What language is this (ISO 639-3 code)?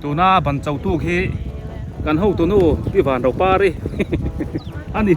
biu